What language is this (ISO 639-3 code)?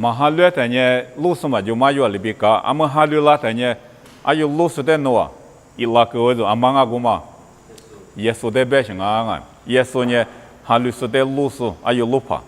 lis